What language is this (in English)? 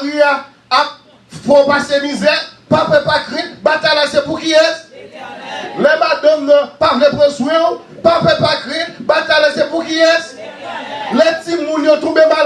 Haitian Creole